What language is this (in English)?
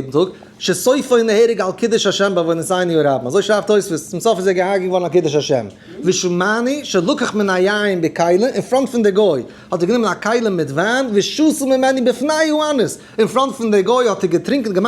Yiddish